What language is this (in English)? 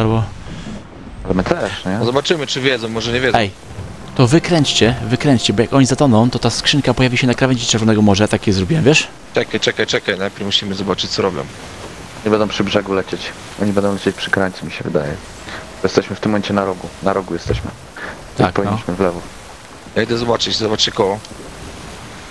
Polish